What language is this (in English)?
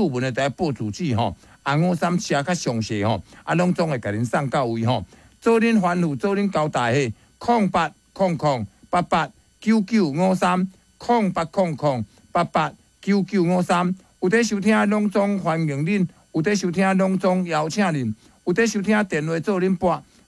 Min Nan Chinese